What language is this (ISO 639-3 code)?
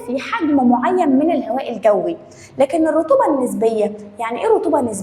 arz